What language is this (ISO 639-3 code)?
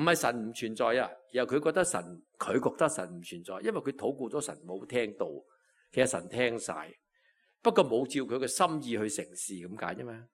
yue